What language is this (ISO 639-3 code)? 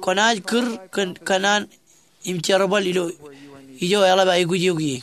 mah